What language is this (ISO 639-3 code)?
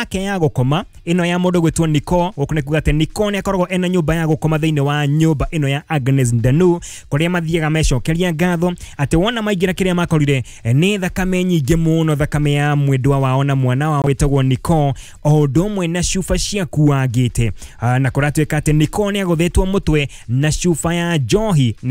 kik